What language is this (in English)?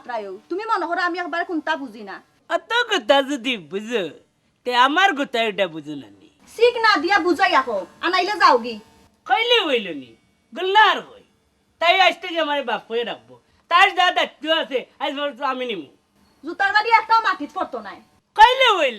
Sylheti